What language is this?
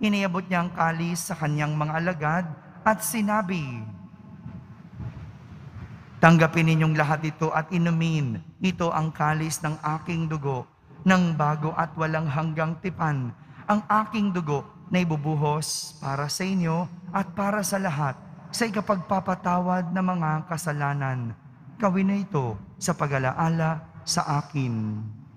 Filipino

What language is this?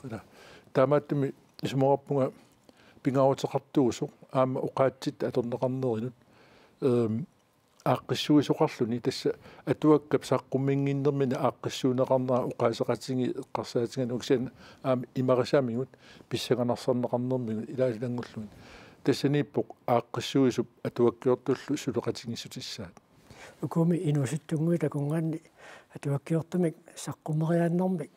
Kalaallisut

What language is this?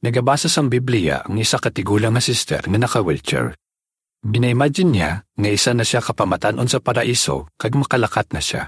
Hiligaynon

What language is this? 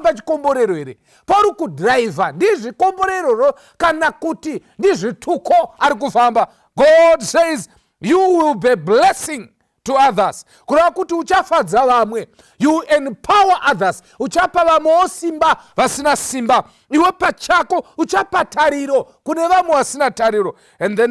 Shona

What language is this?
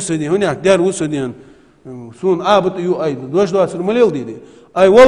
Ingush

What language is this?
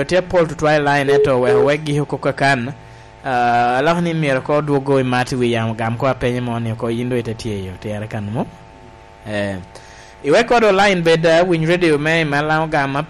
Lango (Uganda)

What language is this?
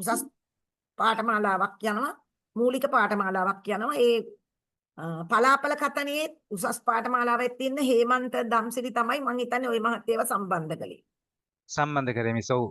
Sinhala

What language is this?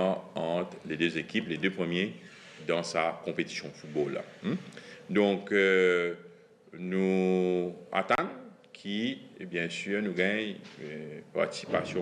Morisyen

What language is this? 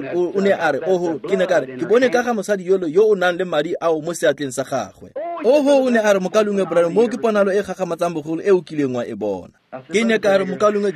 Tswana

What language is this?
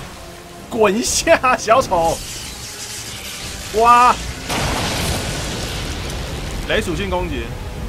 Chinese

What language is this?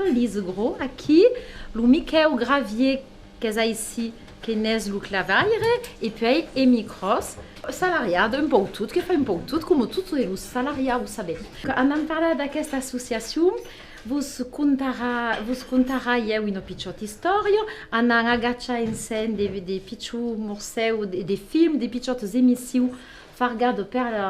Occitan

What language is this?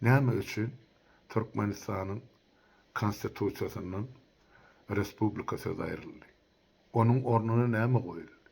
Turkmen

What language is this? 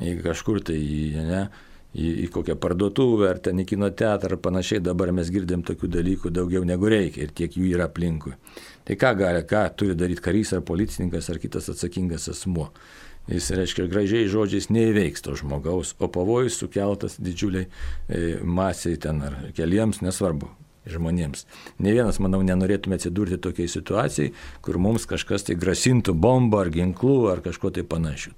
Lithuanian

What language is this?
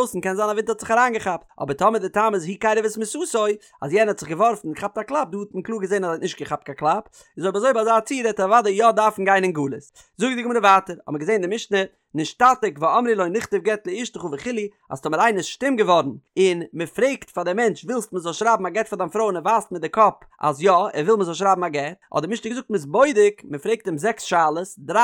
Yiddish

